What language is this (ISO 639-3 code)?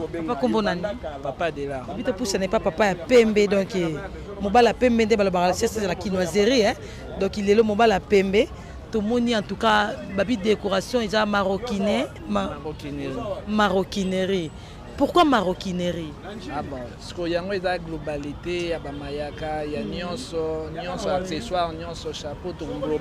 lin